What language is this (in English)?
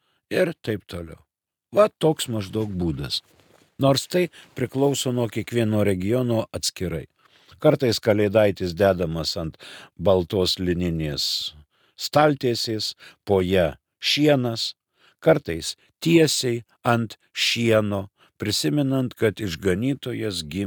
Lithuanian